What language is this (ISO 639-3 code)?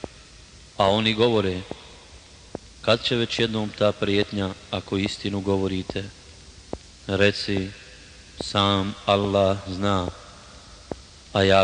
bos